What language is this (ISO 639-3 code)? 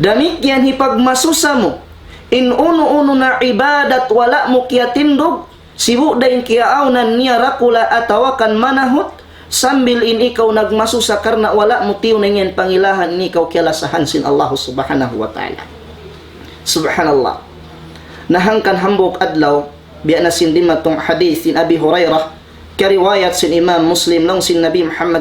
tsg